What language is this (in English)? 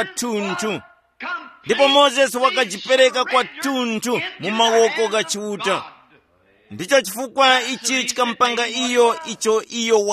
Tumbuka